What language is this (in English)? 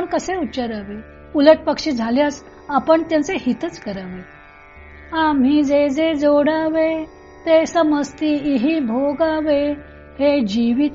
Marathi